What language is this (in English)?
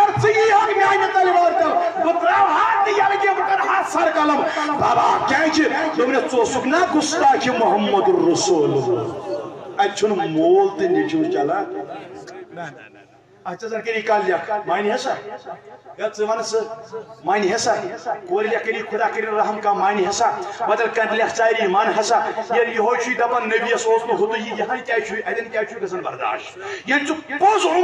Kashmiri